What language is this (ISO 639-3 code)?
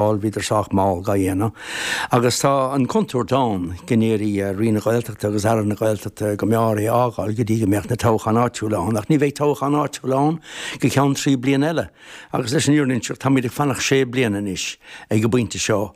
gle